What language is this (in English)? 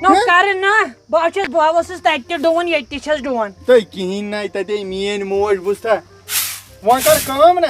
Kashmiri